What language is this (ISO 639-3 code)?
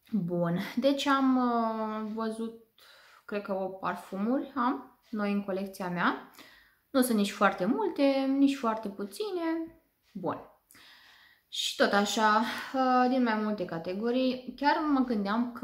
ron